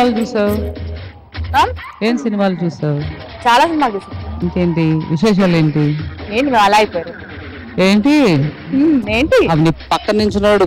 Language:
Telugu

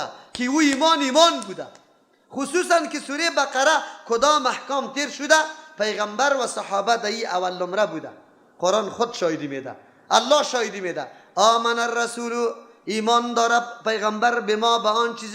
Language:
Persian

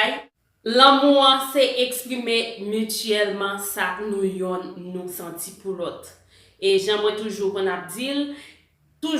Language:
Haitian Creole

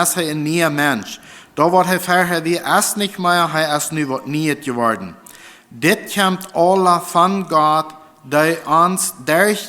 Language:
Plautdietsch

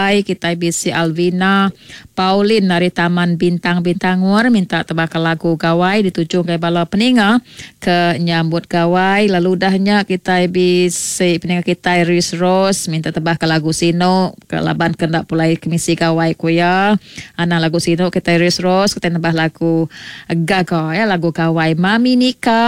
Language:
Iban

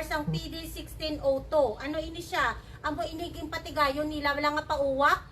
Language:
Hiligaynon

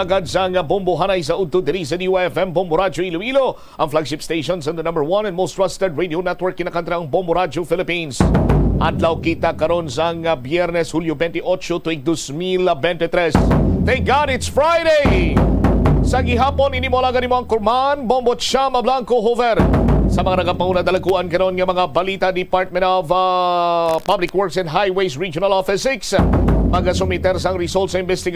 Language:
Hiligaynon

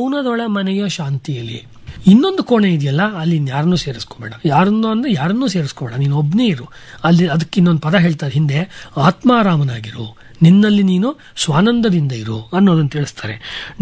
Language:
Kannada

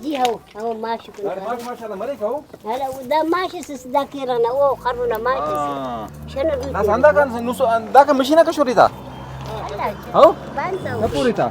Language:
Brahui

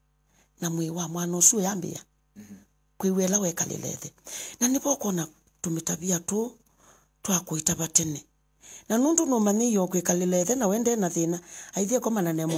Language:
Kamba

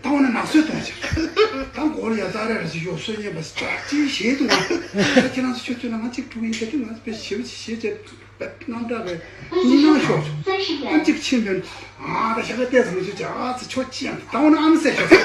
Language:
Tibetan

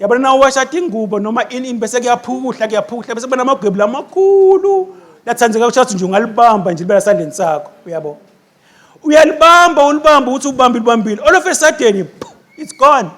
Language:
Swati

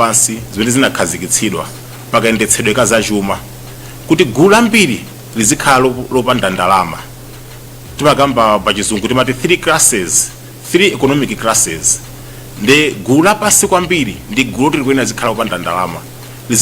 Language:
Nyanja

